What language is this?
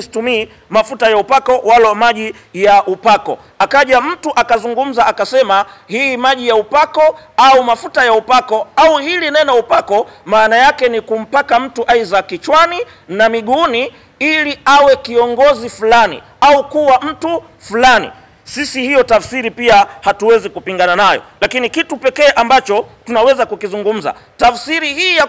Swahili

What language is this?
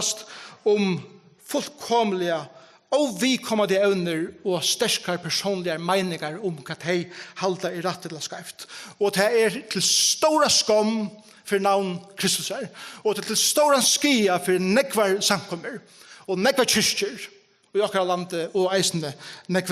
Faroese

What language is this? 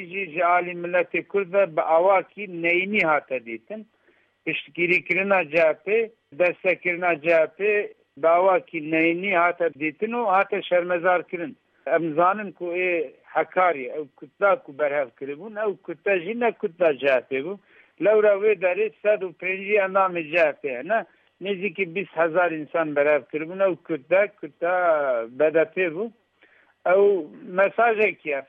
Kurdish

